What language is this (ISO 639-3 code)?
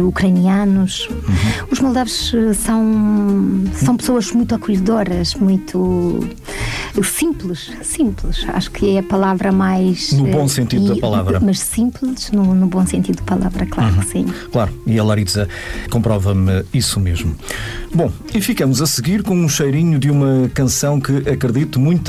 por